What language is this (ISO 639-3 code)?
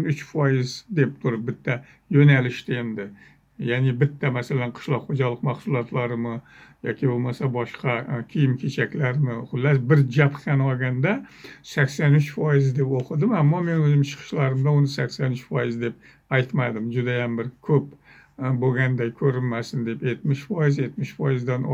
uzb